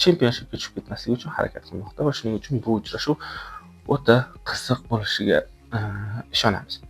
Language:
Uzbek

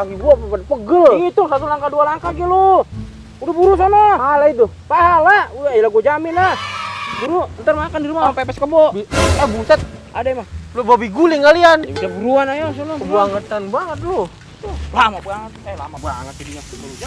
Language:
Betawi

